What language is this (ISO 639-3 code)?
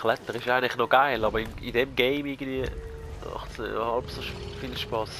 gsw